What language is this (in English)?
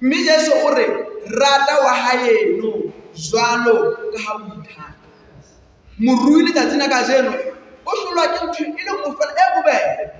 Southern Sotho